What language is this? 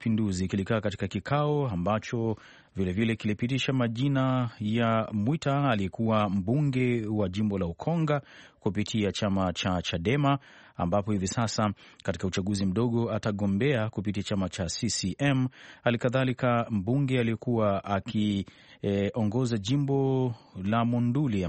Swahili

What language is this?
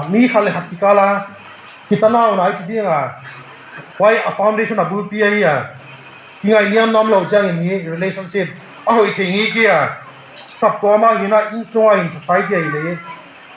Tedim Chin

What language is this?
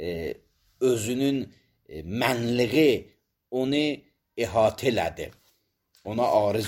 Azerbaijani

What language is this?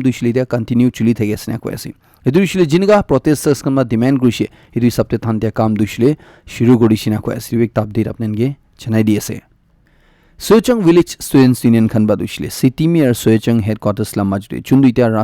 Naga Pidgin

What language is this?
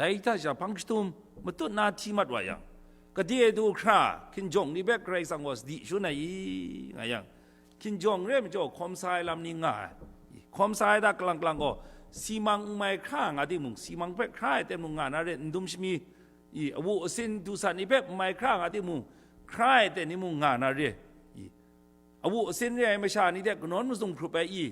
Kachin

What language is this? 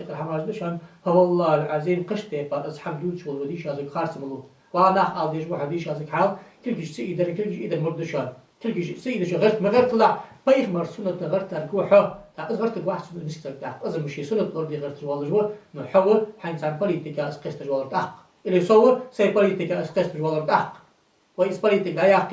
Ingush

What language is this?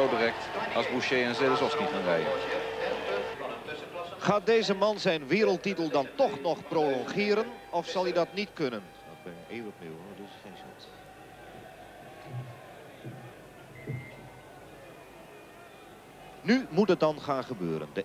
Dutch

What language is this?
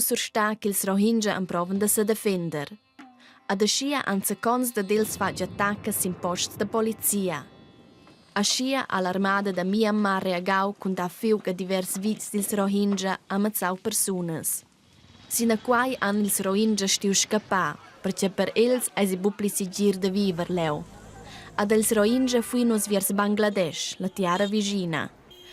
Romansh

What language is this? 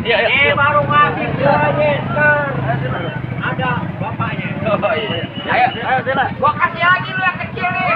Betawi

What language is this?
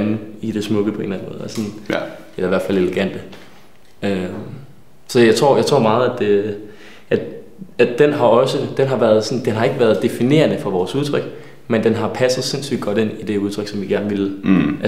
Danish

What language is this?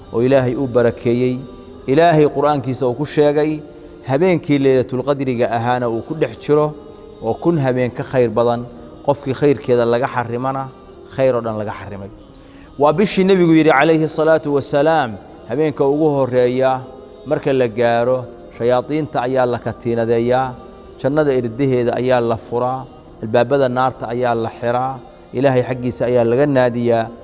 Somali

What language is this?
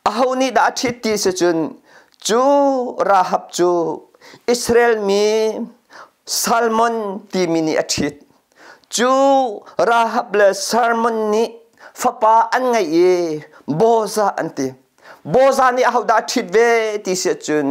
Hakha Chin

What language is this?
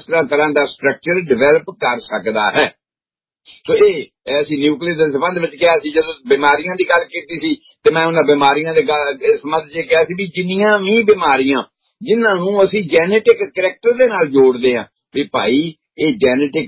Punjabi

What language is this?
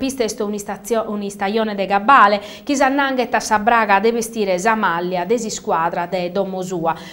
Sardinian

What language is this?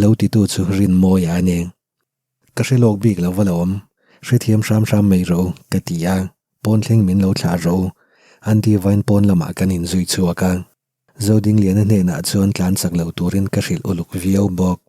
Mizo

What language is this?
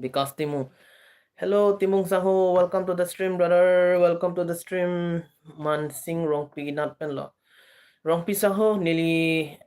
Karbi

